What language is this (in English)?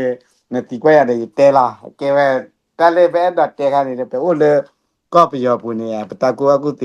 S'gaw Karen